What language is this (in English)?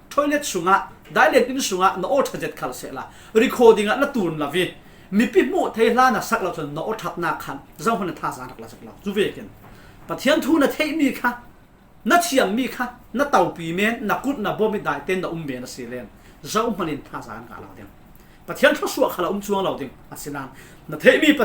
Falam Chin